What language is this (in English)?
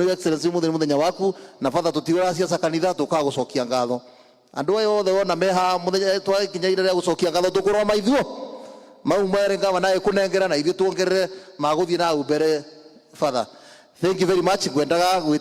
Kikuyu